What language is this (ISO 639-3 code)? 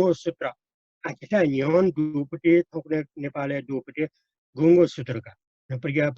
new